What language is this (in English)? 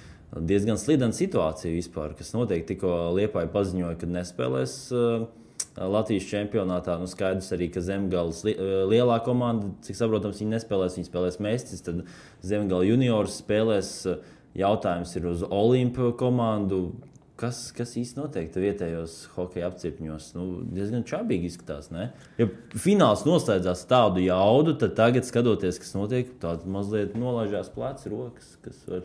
Latvian